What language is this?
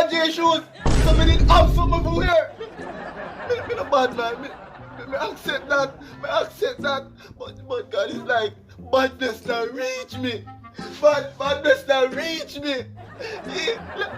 Jamaican Creole English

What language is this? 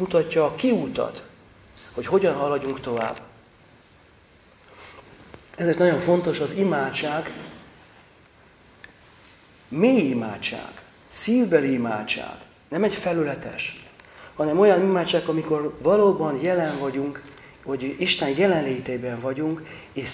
Hungarian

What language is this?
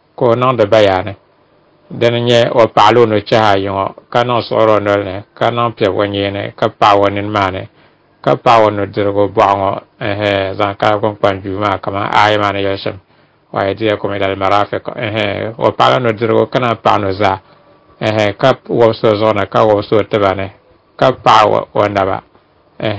Dagbani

